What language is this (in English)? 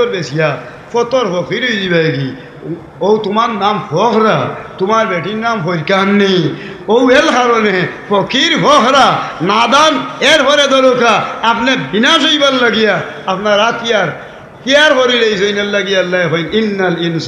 Sylheti